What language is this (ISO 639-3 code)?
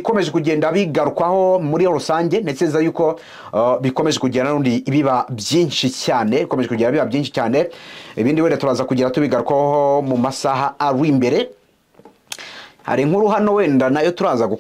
kin